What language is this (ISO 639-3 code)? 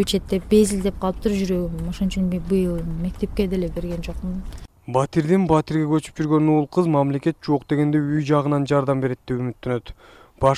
kir